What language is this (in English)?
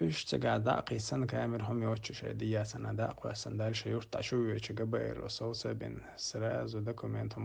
Chechen